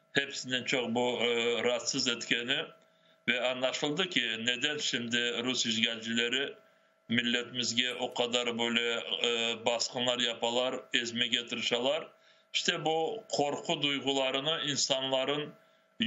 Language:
Crimean Tatar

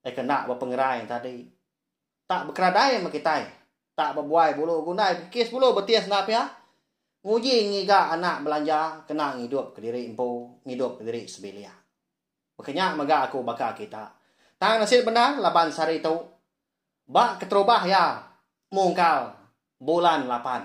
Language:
Iban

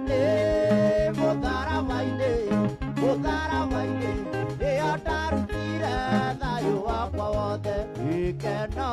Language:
Kikuyu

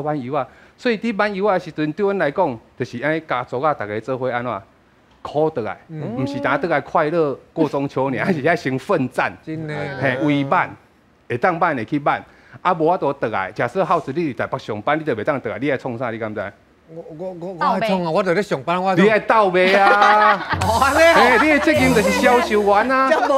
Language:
Min Nan Chinese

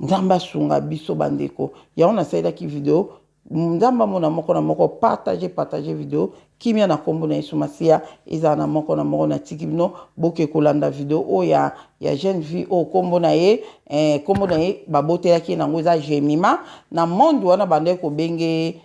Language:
Lingala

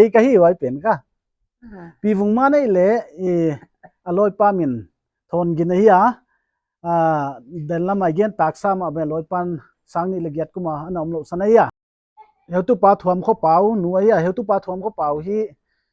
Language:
Paite Chin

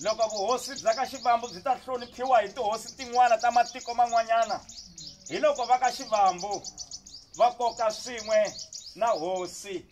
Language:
Tsonga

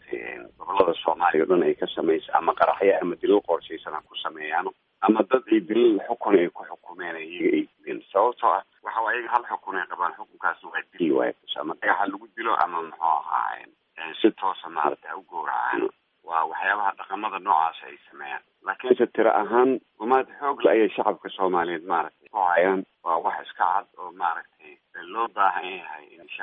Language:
Somali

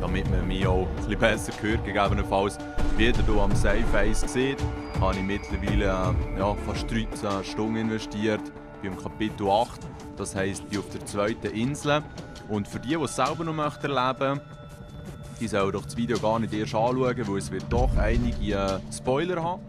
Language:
Swiss German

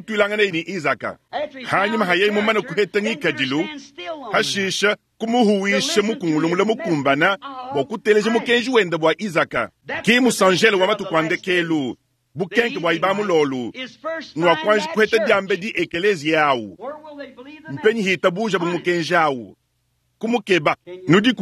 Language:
Luba-Lulua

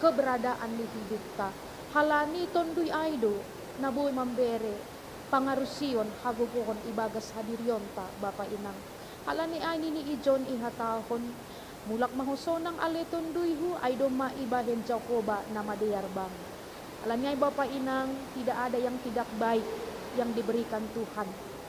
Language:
Batak Simalungun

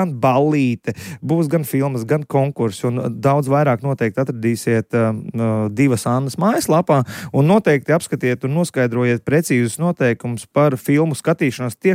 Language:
Latvian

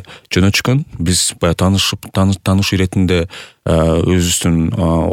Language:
Kyrgyz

